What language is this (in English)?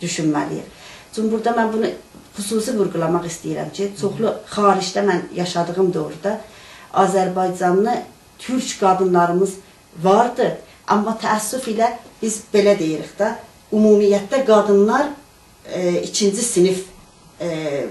South Azerbaijani